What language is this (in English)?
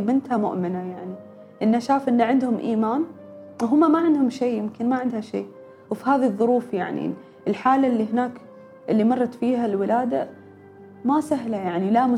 Gulf Arabic